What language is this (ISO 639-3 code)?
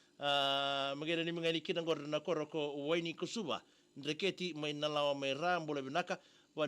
fij